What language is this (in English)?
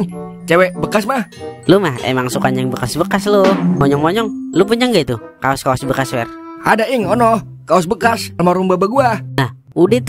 Betawi